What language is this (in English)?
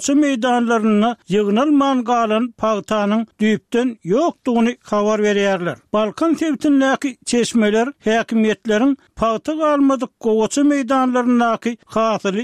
Turkmen